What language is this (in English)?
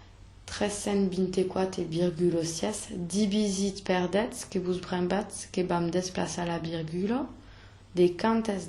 Occitan